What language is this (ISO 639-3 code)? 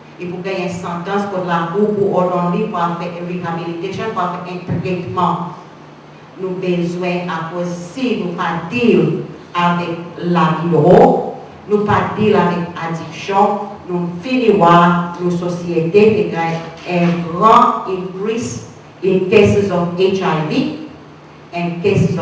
crs